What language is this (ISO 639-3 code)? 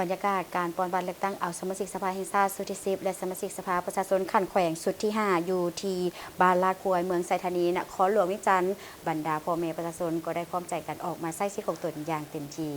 lao